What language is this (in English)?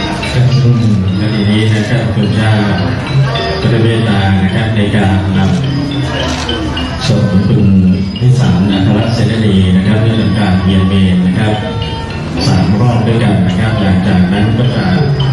Thai